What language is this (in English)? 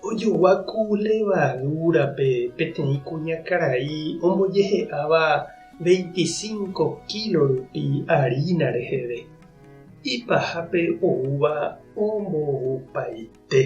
Guarani